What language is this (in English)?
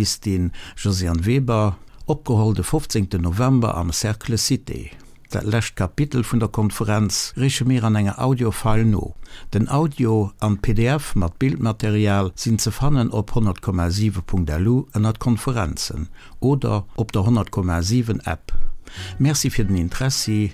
Luxembourgish